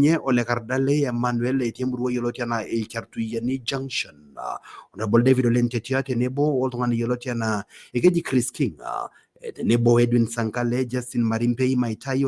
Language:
Masai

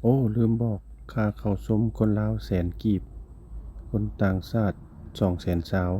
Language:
Lao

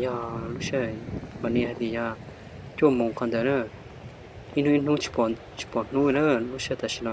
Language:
Hmong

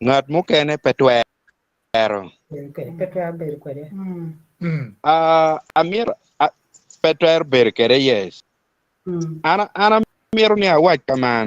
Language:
Acoli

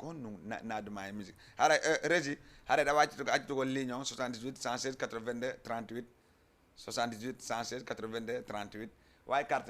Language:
Fula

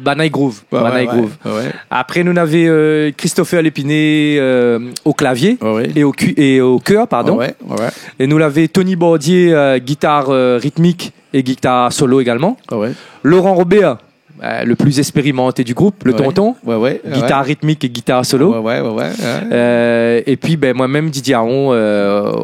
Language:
Réunion Creole French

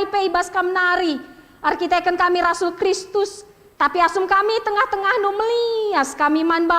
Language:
Batak Karo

